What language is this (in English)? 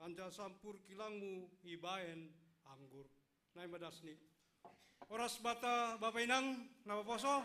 Batak Simalungun